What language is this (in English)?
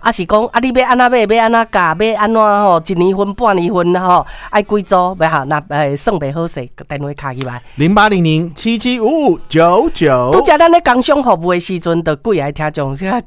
Min Nan Chinese